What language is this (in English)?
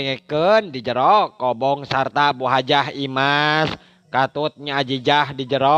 Sundanese